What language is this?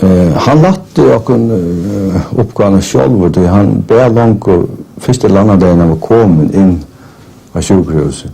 Faroese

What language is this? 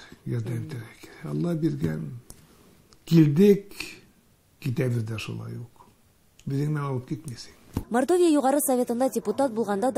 Tatar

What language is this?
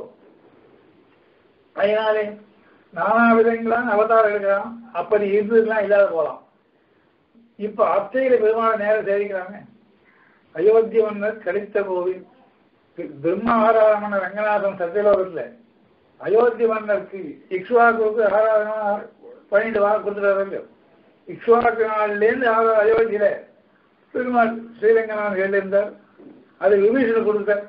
Tamil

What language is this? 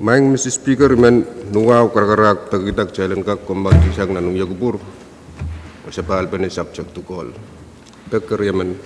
Pohnpeian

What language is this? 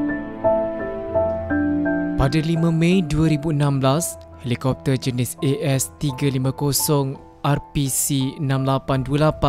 Malay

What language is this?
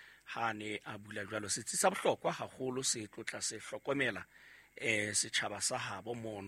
Southern Sotho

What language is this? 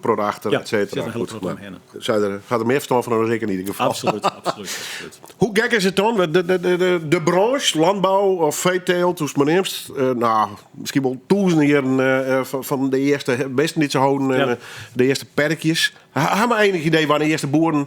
Western Frisian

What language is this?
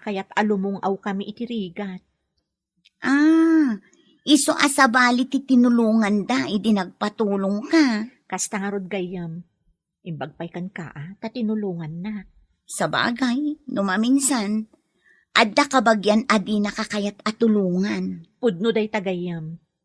Iloko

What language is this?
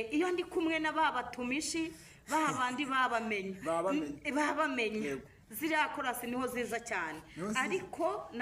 Kinyarwanda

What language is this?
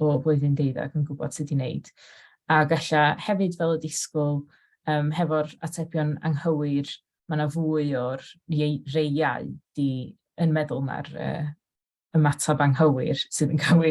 Welsh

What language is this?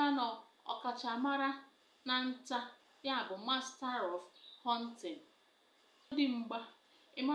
Igbo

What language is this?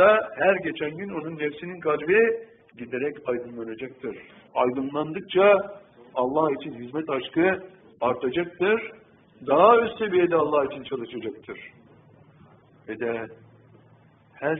Turkish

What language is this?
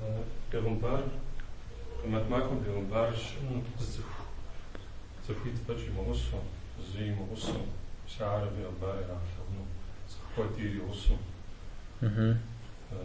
Kabardian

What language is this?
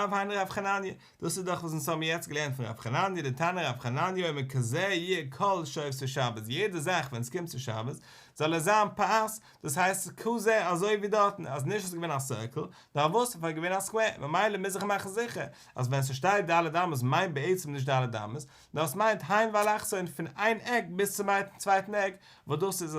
Yiddish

